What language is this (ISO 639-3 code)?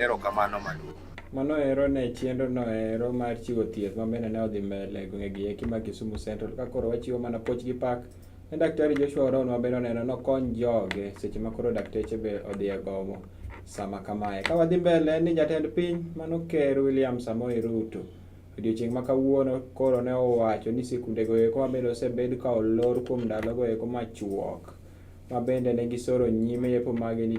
luo